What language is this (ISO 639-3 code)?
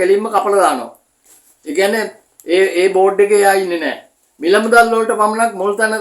sin